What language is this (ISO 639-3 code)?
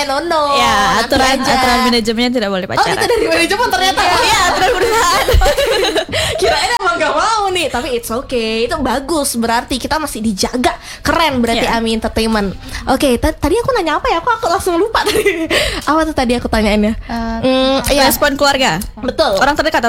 ind